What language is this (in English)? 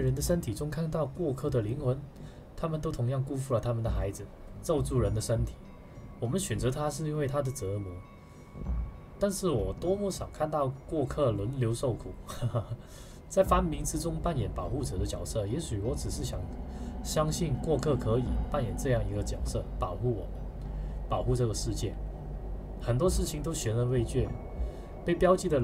Chinese